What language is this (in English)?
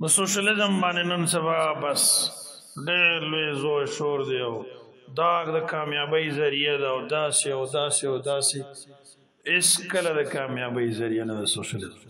Pashto